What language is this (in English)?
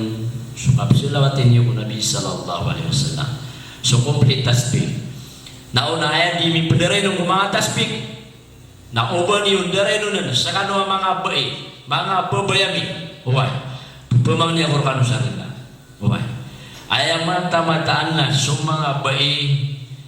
Maranao